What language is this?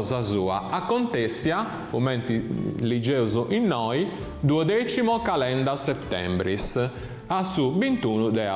Sardinian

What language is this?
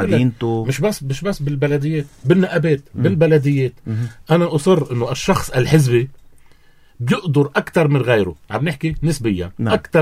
North Levantine Arabic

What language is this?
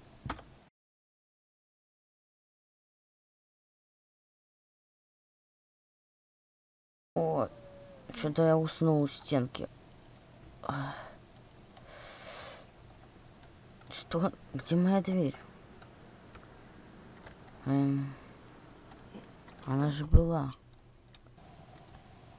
Russian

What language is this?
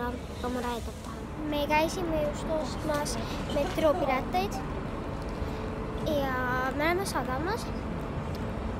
Estonian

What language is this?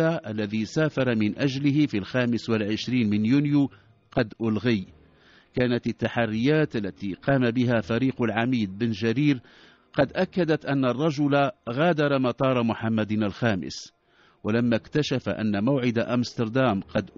Arabic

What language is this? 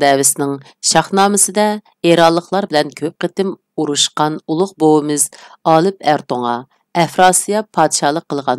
Uyghur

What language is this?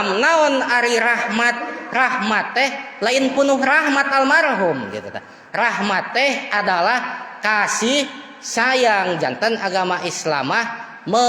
Sundanese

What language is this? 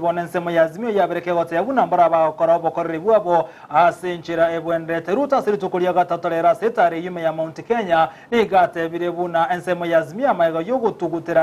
Gusii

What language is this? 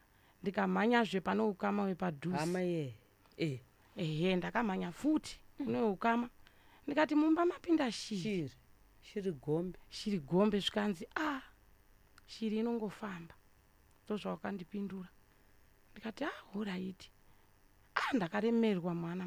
Shona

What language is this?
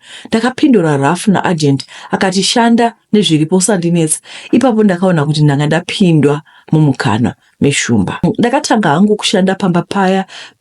Shona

